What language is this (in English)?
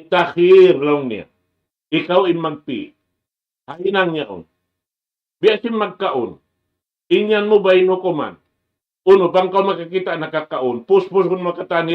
Tausug